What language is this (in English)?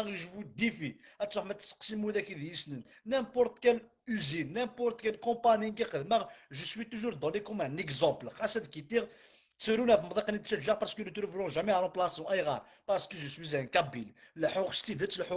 Kabyle